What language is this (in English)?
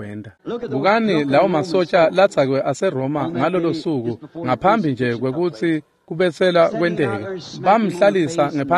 Swati